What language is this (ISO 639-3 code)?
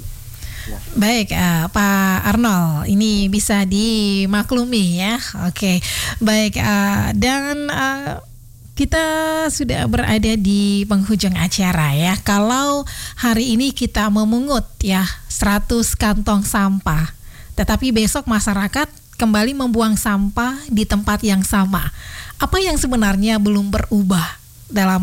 ind